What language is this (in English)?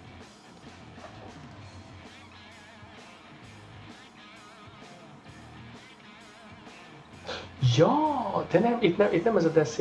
Hungarian